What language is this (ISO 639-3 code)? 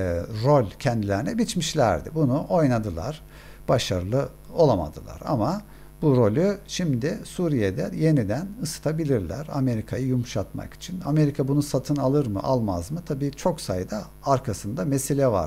tur